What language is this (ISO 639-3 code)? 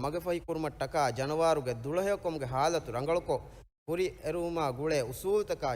div